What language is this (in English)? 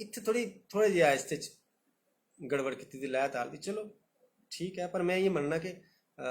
Dogri